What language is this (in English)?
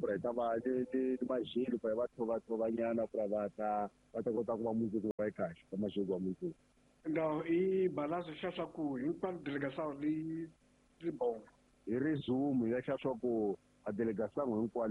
Tsonga